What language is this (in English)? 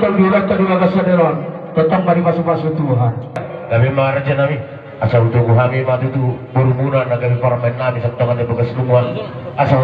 Batak Toba